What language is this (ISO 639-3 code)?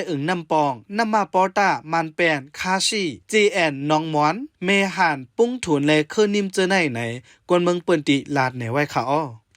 shn